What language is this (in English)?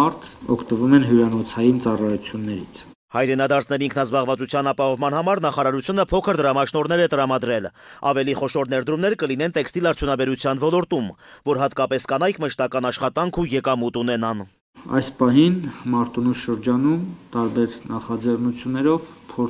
Armenian